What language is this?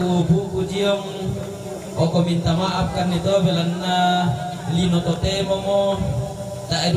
Toraja-Sa'dan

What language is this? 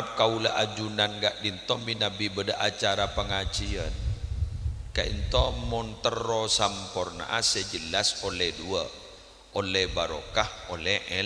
Madurese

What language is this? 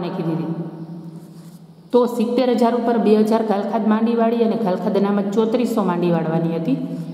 Gujarati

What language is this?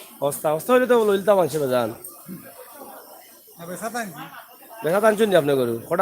Sylheti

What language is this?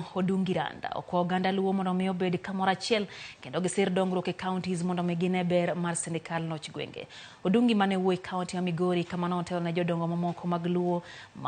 Luo (Kenya and Tanzania)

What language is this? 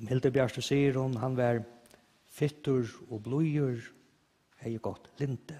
Faroese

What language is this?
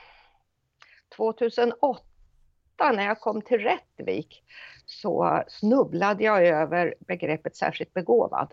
Swedish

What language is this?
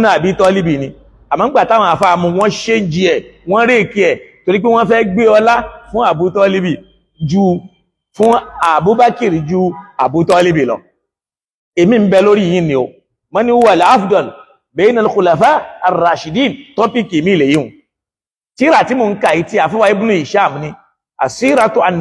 Yoruba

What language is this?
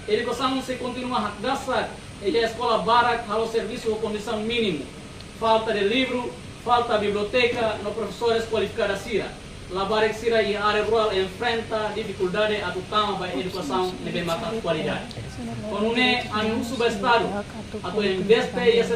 Tetum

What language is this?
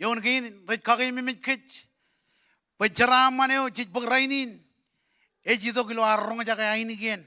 Marshallese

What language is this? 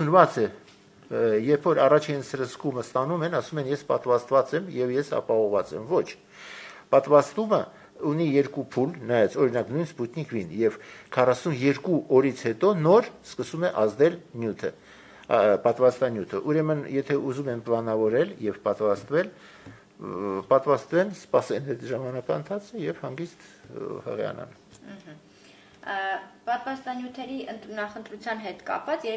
Armenian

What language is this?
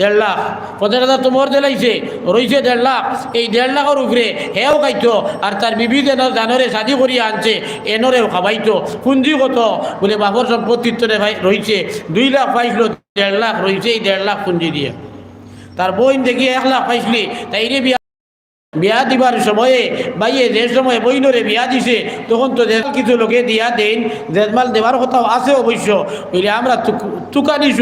Sylheti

